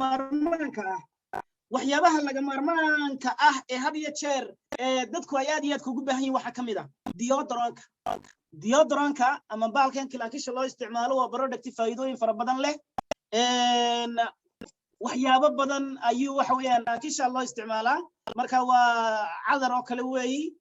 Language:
Somali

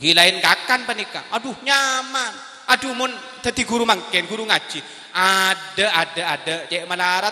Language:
Madurese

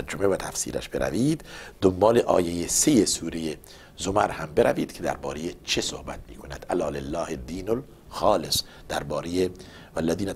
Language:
Persian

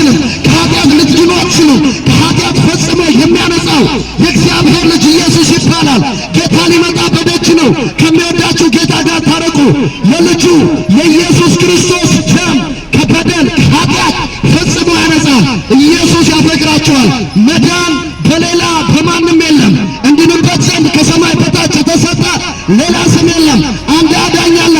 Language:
Amharic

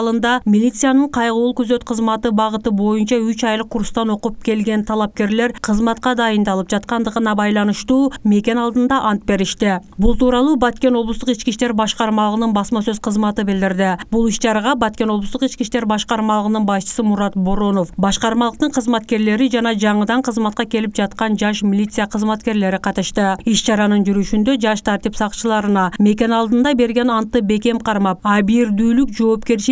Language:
Kyrgyz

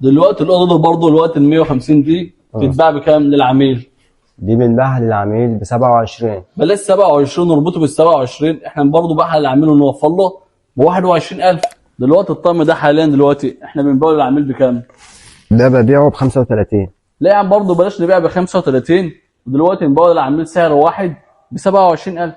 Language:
Egyptian Arabic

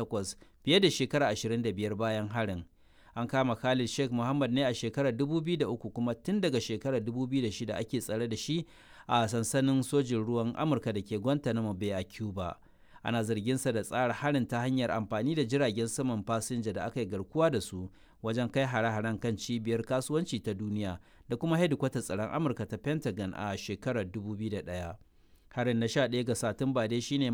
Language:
Hausa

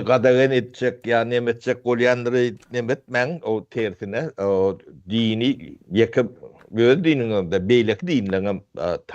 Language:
Turkmen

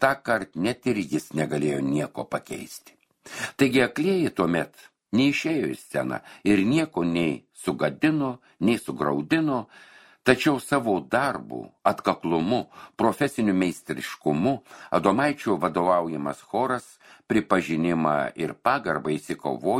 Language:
Lithuanian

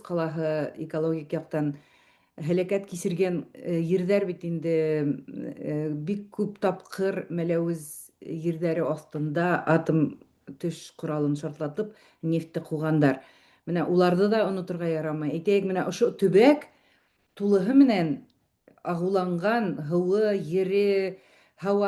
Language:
Bashkir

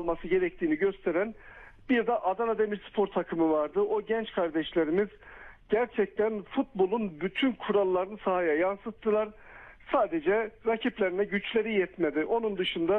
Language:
Turkish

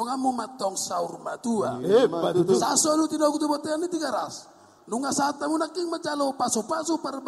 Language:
Batak Toba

